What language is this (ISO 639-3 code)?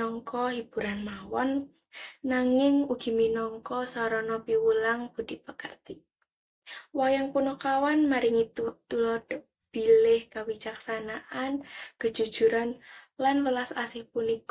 jav